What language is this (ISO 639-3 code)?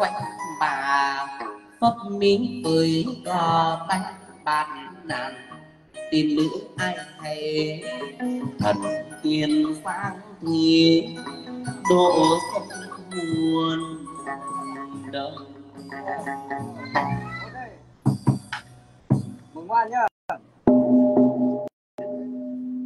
vie